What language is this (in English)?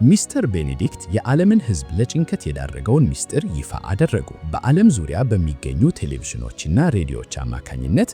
Amharic